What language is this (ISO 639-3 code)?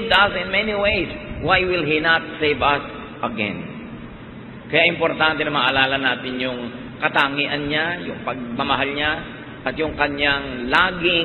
fil